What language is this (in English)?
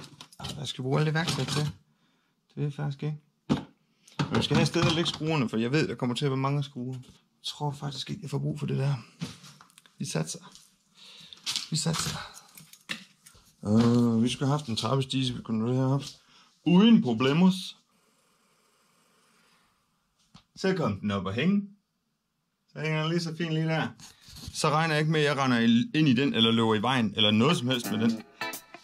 Danish